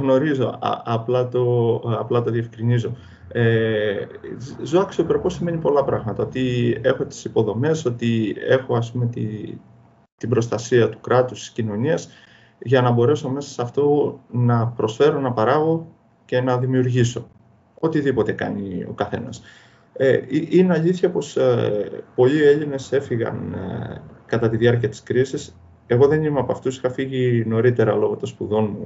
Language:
Greek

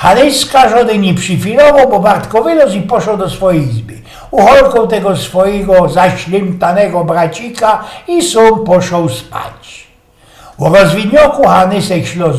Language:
Silesian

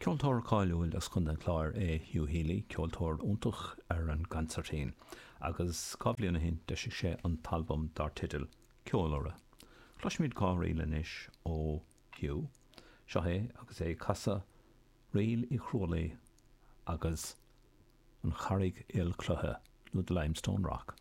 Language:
Irish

